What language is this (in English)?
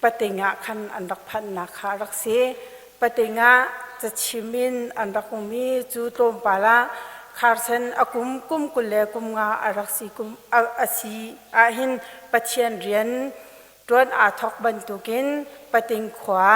Hakha Chin